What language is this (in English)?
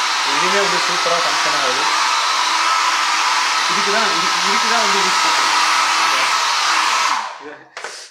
Tamil